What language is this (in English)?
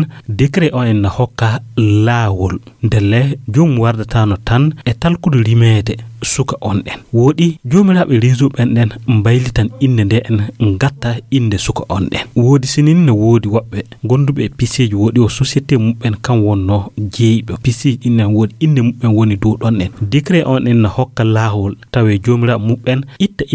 Fula